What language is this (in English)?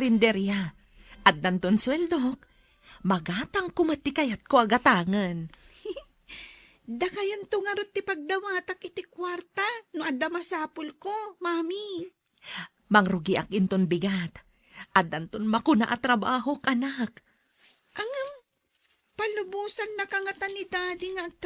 Iloko